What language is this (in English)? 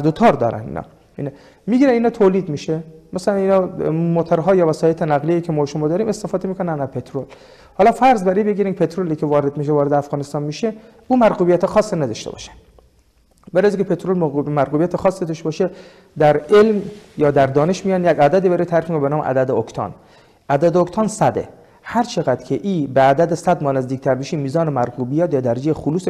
Persian